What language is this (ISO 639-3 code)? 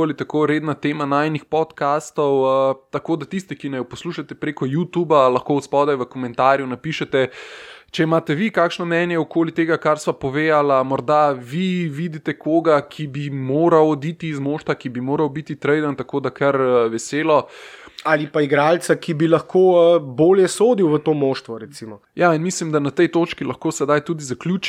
slv